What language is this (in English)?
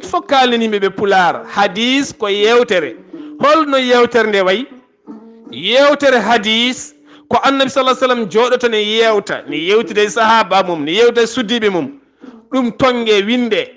Fula